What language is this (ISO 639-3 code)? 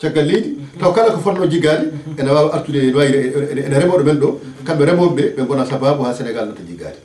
ful